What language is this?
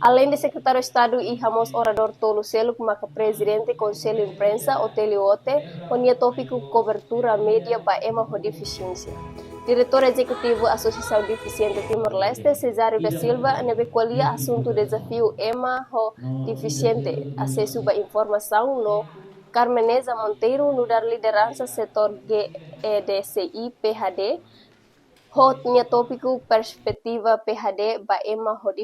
Tetum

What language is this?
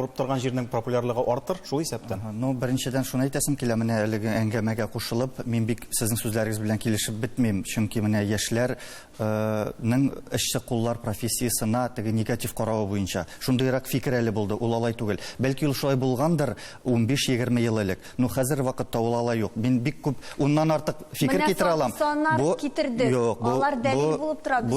Tatar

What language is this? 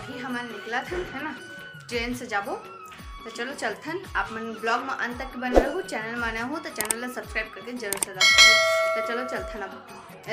Chhattisgarhi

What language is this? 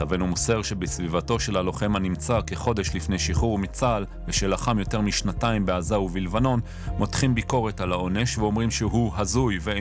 Hebrew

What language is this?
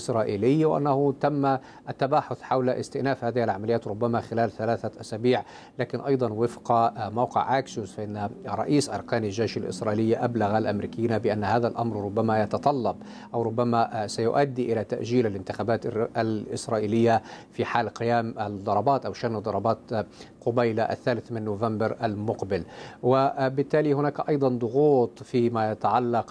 Arabic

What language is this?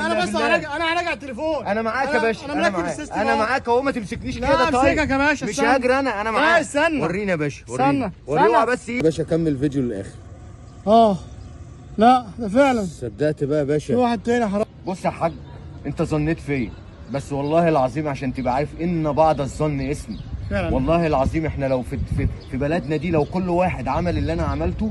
Egyptian Arabic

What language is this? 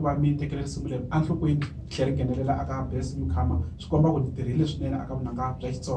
Tsonga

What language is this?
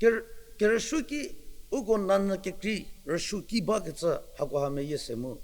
Angami Naga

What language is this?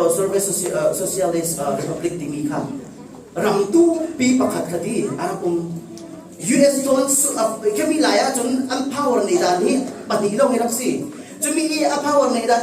Falam Chin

